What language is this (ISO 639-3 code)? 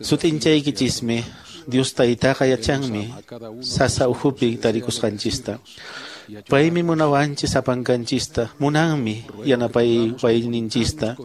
que